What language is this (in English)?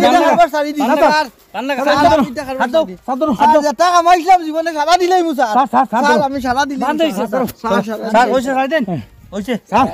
Sylheti